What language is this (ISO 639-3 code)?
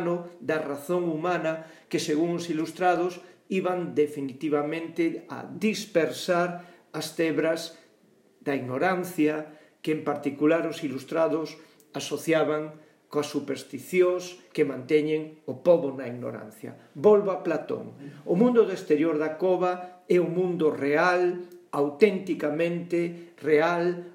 glg